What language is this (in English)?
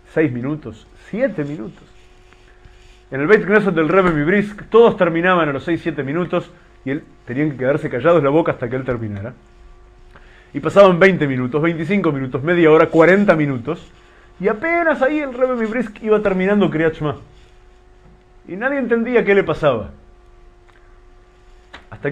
Spanish